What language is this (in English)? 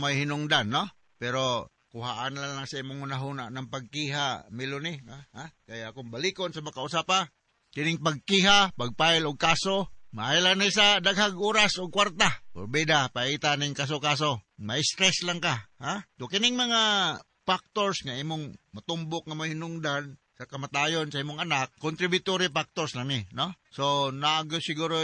Cebuano